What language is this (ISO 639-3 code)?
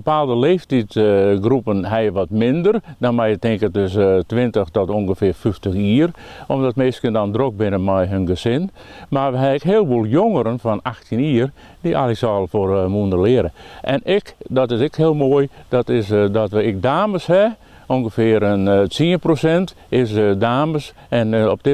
fry